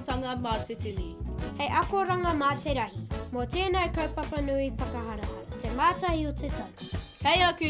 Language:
Māori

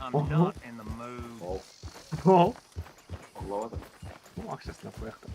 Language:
Kara-Kalpak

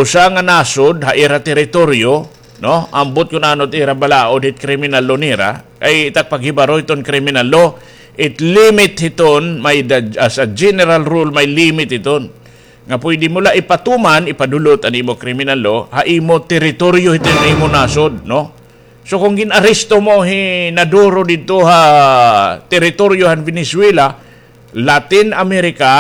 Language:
Waray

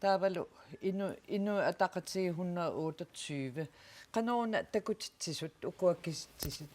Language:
Kalaallisut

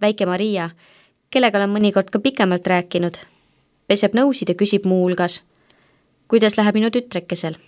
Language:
Estonian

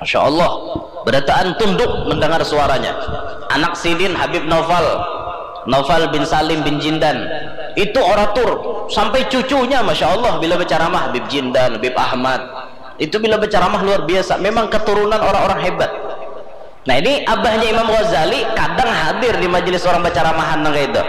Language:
Banjar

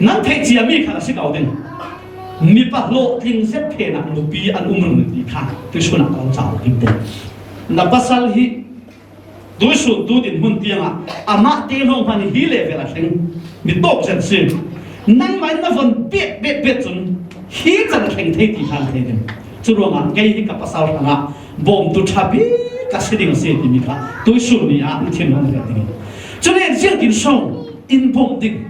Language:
Falam Chin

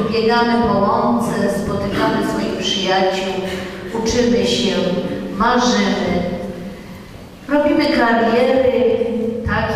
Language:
Polish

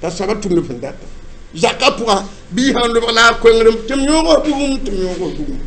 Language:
Mossi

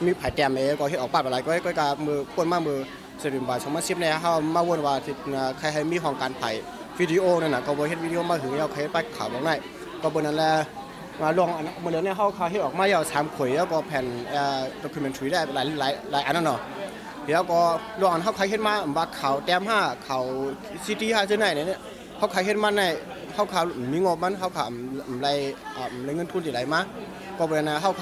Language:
Shan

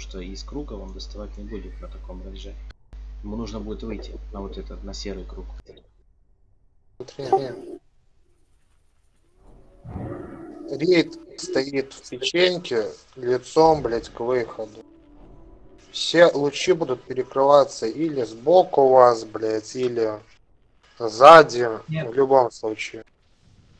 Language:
Russian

